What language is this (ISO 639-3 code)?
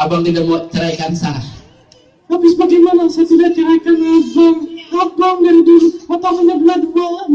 bew